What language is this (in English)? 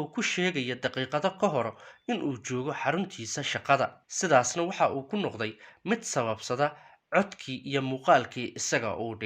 Somali